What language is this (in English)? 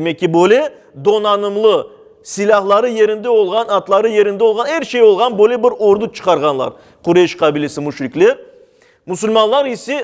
Crimean Tatar